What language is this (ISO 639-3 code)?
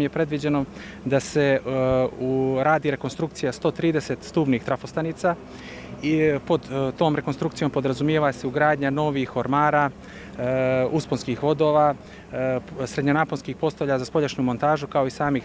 bos